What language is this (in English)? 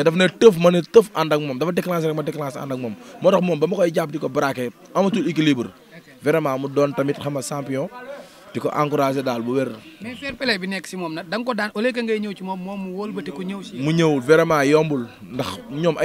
Wolof